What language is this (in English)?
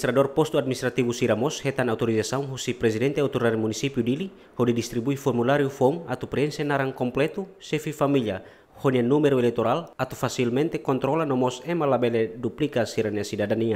Tetum